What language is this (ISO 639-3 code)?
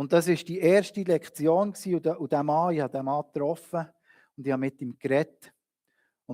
gsw